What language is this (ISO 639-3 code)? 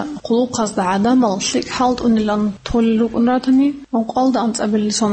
ava